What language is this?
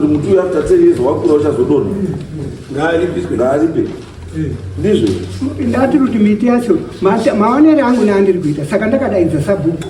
Shona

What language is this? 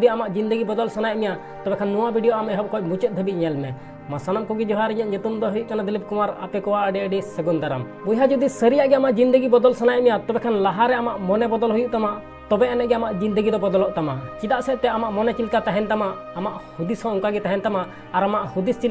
Santali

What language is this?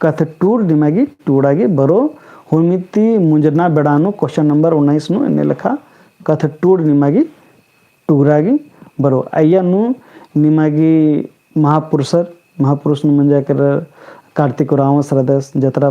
Kurukh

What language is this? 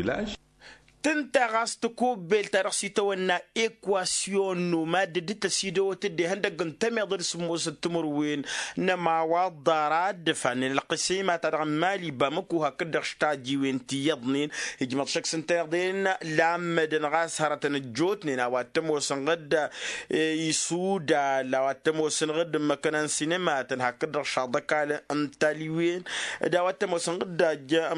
Tamasheq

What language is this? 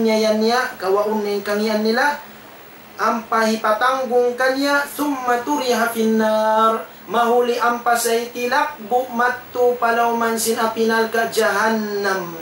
Tausug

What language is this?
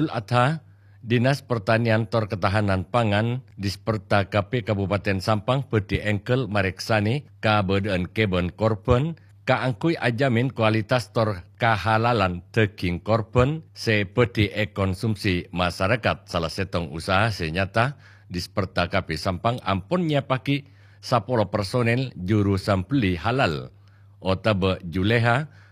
Madurese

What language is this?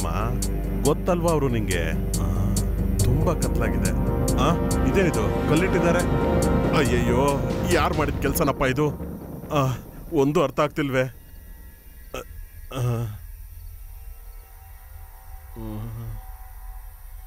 Kannada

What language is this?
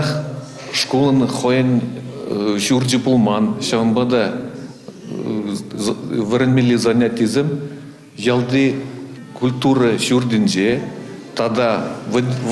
Chuvash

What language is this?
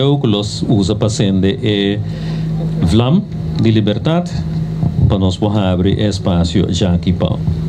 Papiamento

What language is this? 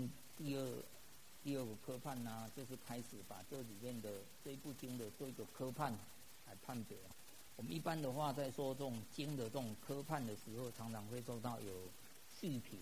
Chinese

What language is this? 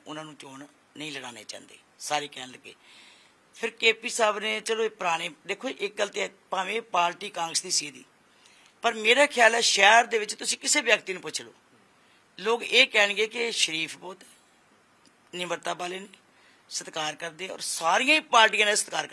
Punjabi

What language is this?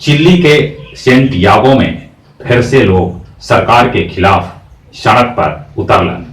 Magahi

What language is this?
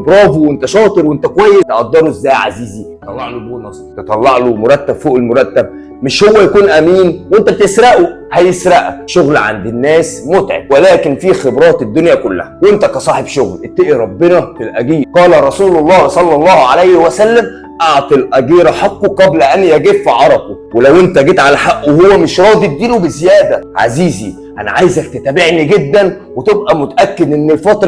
Egyptian Arabic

